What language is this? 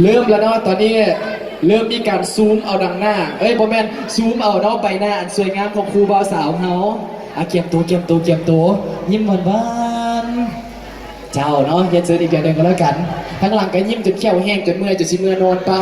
Lao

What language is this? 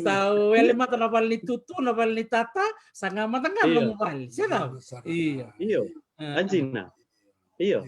Fijian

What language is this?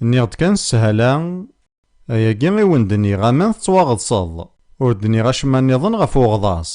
Kabyle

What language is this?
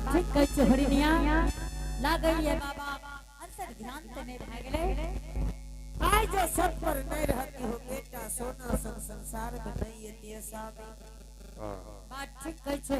Angika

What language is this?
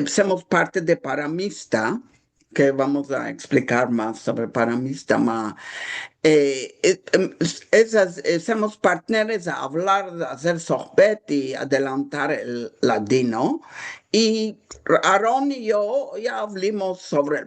Ladino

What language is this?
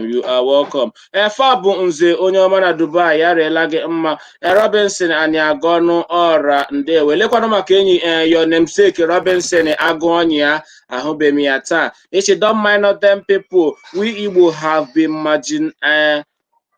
Igbo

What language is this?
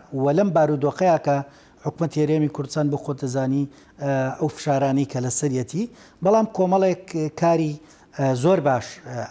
Central Kurdish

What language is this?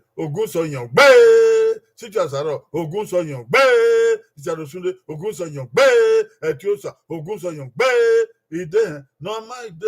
Bini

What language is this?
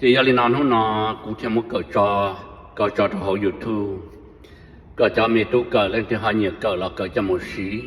Hmong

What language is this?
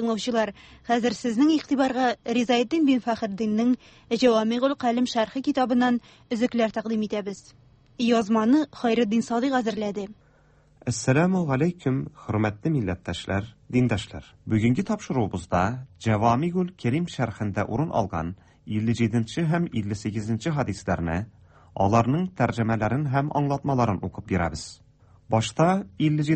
Tatar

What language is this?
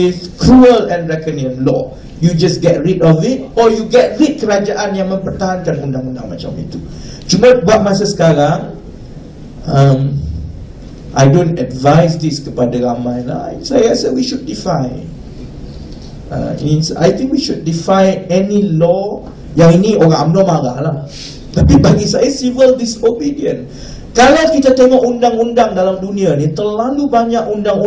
Malay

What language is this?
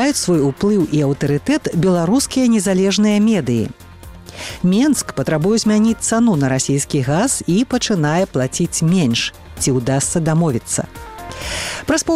Belarusian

